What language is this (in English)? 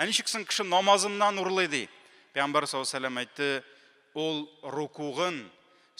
Tatar